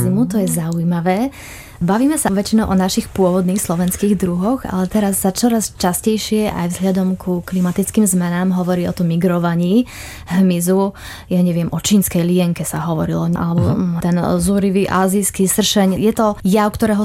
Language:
Slovak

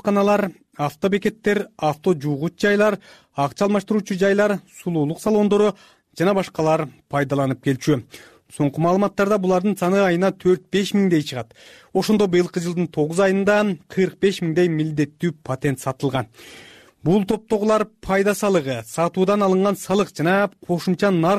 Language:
Kyrgyz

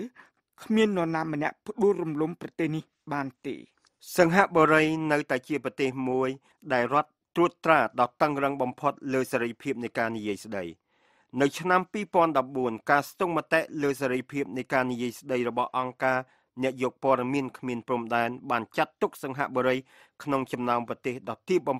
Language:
Khmer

